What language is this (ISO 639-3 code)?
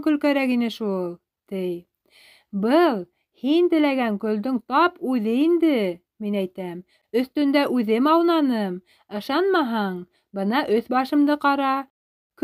bak